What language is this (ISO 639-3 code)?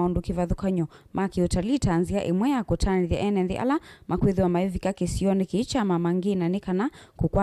kam